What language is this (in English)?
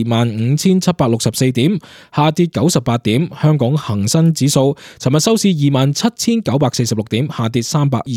Cantonese